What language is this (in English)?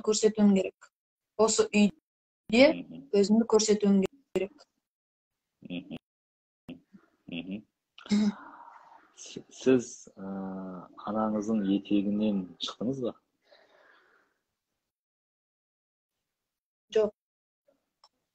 Kazakh